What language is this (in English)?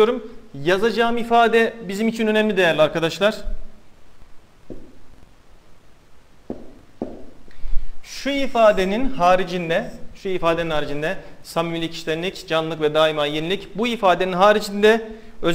Turkish